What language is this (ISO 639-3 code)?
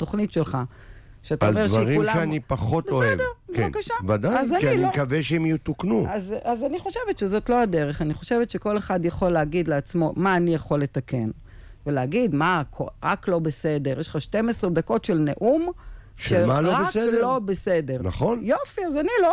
heb